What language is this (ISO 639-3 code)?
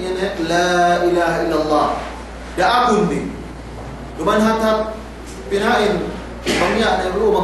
yka